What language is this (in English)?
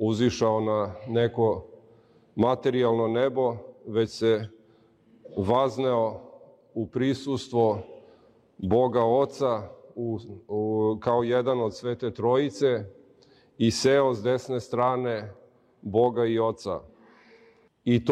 Serbian